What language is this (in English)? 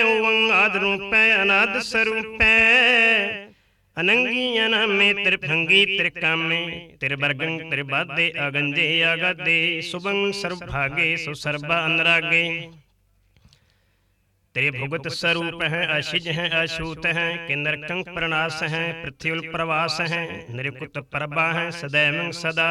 Punjabi